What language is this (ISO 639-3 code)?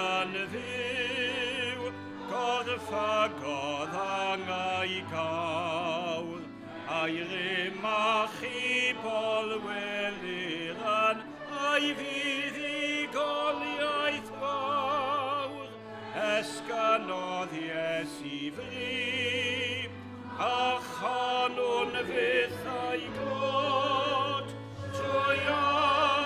cym